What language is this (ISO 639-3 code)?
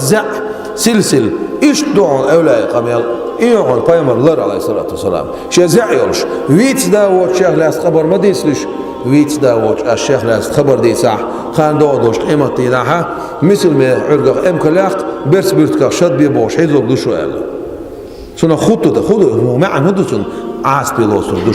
che